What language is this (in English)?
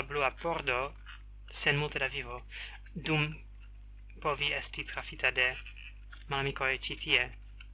Esperanto